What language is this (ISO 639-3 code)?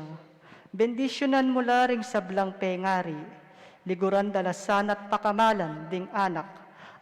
pam